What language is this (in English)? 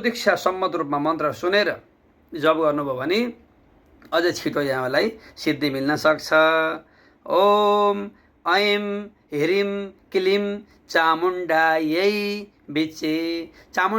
Nepali